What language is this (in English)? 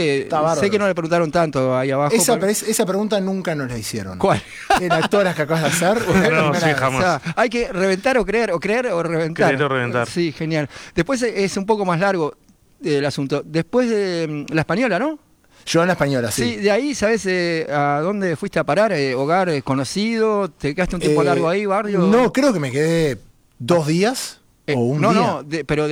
Spanish